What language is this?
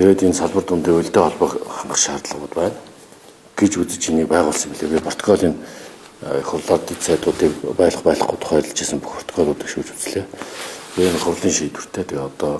Mongolian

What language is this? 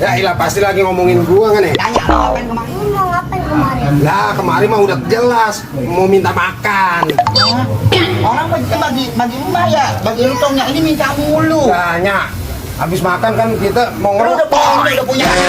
Betawi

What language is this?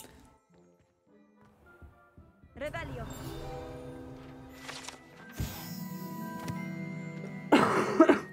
Italian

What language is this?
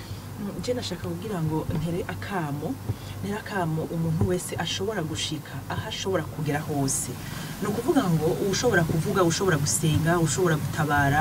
Rundi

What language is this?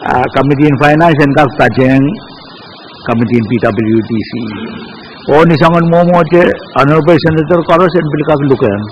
Pohnpeian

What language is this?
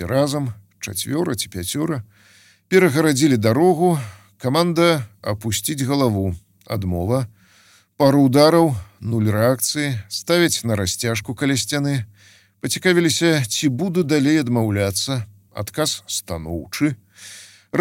Belarusian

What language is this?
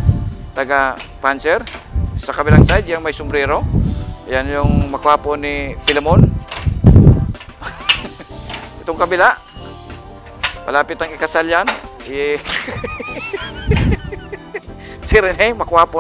Filipino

